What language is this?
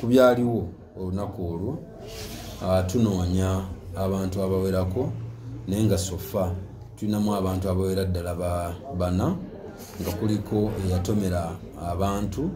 Ganda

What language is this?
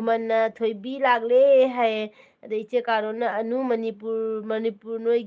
Manipuri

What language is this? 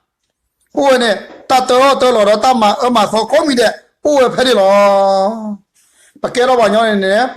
S'gaw Karen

